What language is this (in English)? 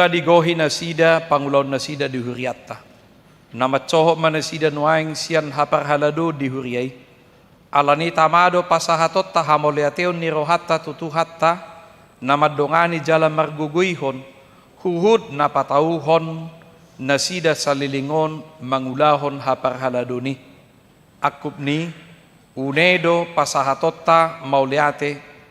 Batak Toba